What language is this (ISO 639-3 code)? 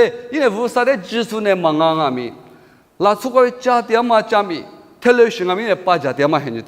lis